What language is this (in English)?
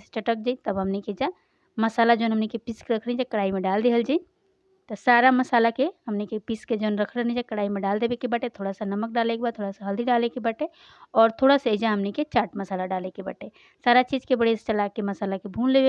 Bhojpuri